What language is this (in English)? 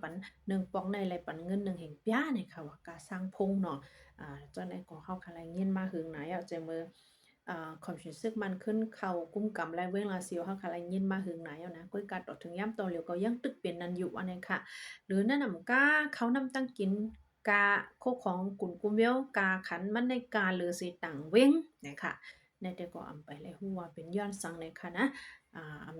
Shan